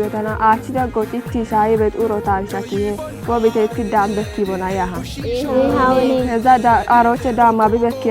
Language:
Kafa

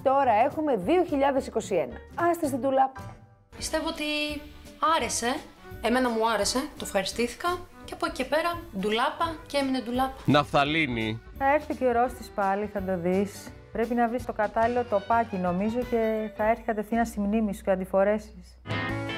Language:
Greek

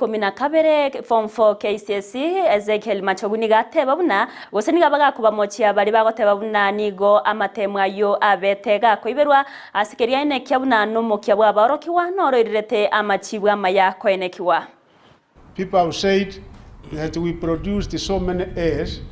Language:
Gusii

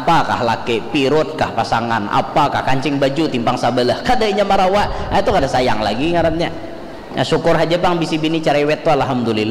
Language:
Banjar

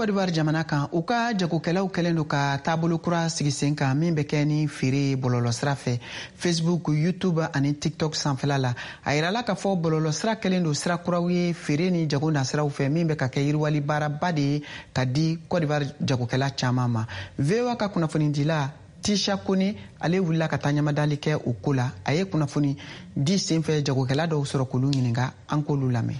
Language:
Bambara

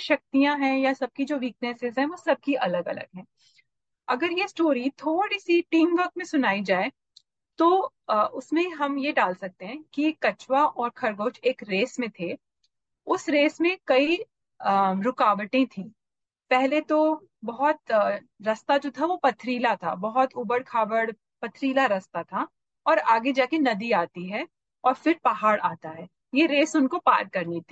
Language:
Hindi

